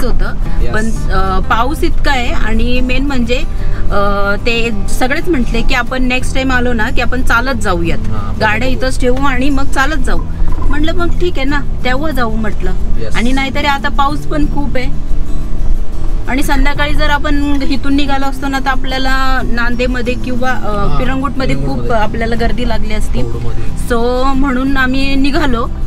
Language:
Marathi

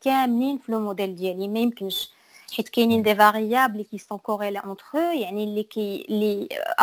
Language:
Moroccan Arabic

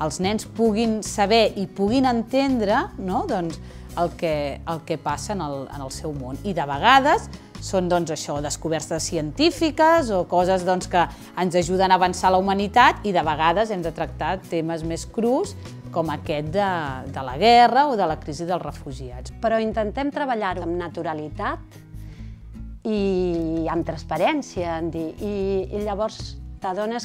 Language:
Catalan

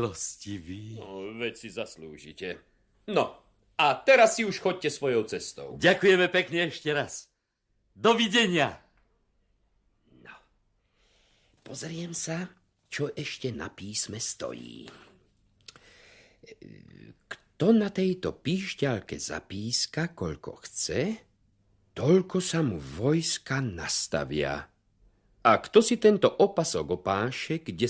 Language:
Slovak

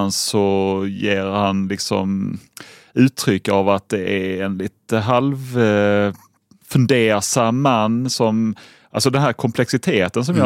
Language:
Swedish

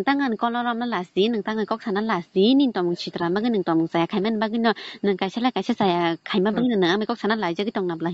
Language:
Kok Borok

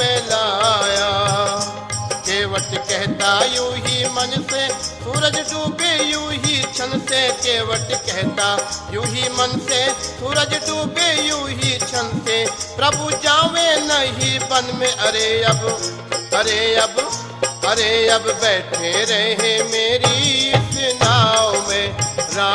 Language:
Hindi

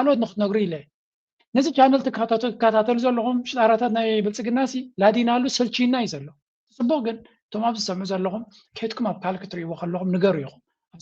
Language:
Tigrinya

